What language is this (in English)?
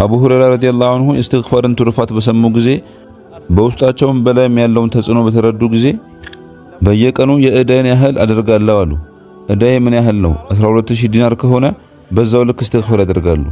Amharic